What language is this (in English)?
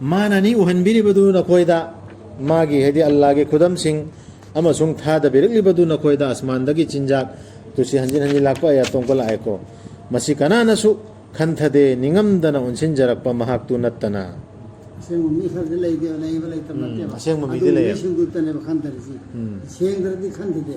Manipuri